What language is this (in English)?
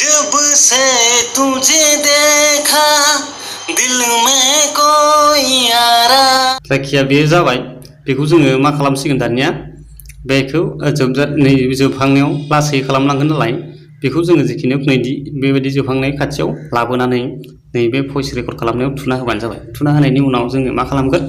Bodo